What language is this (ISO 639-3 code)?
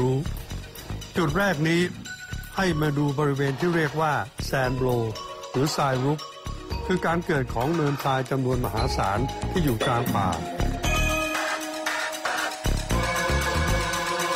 tha